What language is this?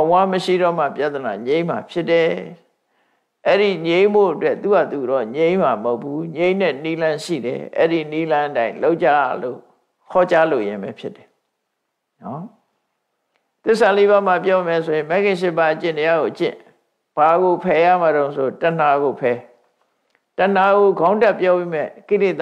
Burmese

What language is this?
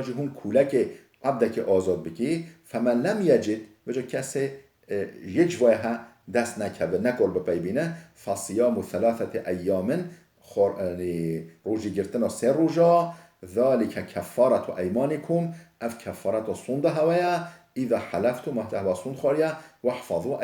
Kurdish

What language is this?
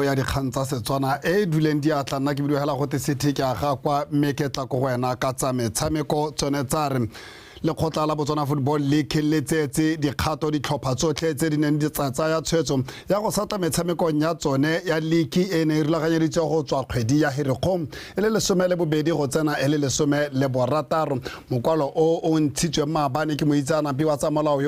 Tswana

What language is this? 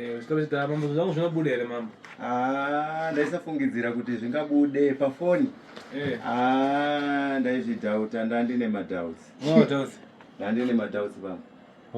Shona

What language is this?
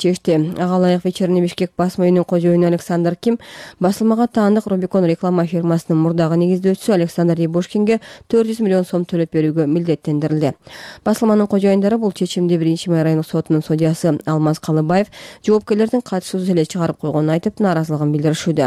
Kyrgyz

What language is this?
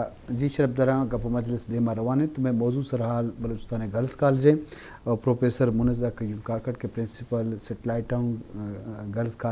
Eastern Balochi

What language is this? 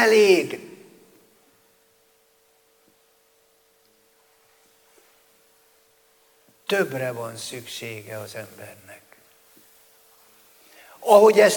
Hungarian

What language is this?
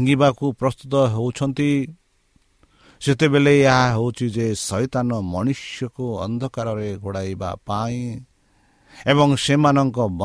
Odia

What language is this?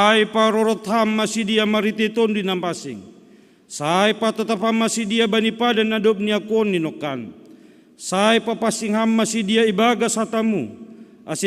Batak Simalungun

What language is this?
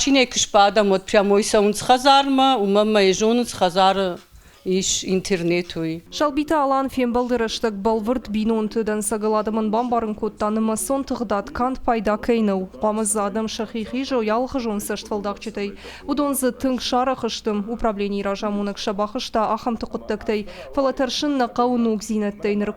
Ossetic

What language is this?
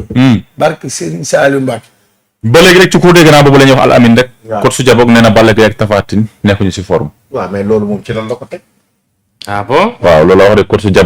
Wolof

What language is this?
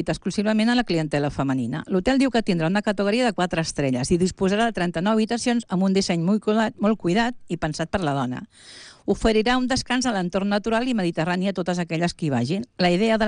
Catalan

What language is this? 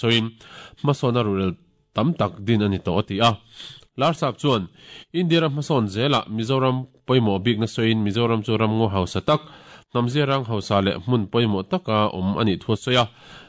Mizo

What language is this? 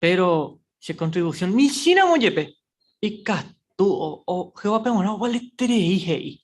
Guarani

